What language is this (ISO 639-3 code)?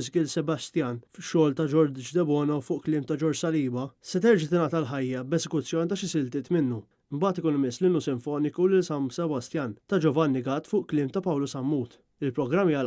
mlt